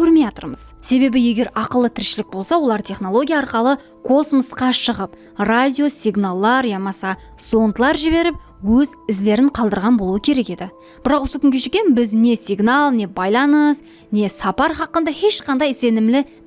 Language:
Kara-Kalpak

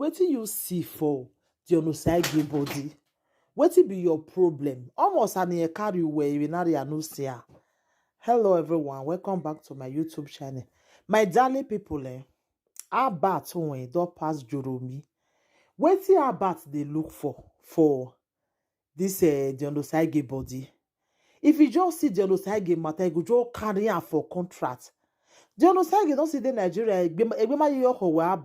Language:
Nigerian Pidgin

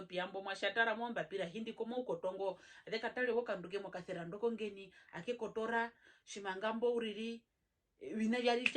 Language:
Herero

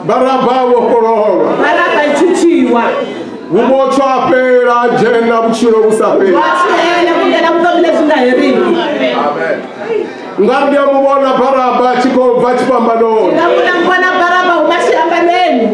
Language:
Venda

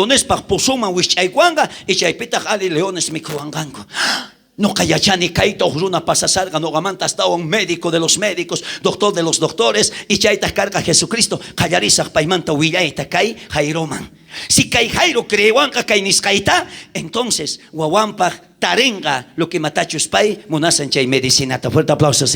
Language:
South Bolivian Quechua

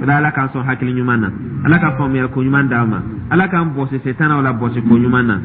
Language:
Dyula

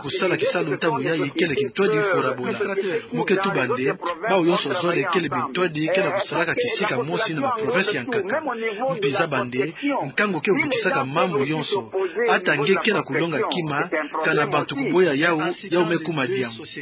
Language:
Kituba (Democratic Republic of Congo)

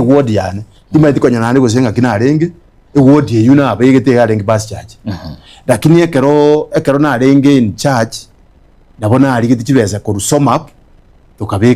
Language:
Gusii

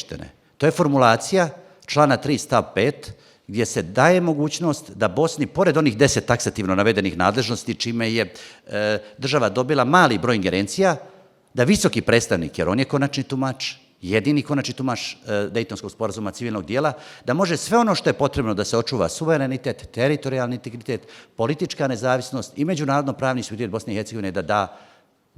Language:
Bosnian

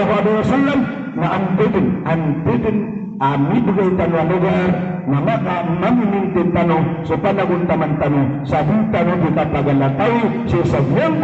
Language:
Maranao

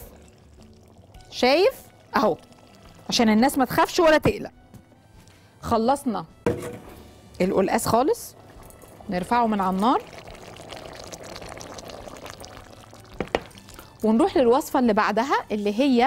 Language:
Egyptian Arabic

